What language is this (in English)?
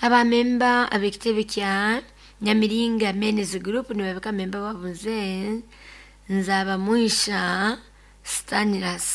Nyoro